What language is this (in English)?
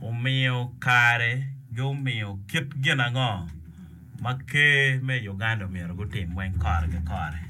Acoli